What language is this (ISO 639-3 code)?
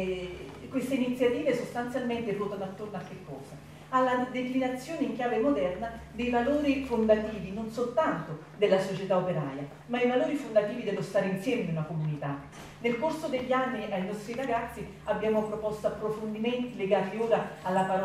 ita